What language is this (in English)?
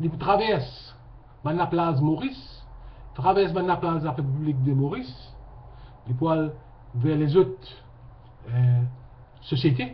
Morisyen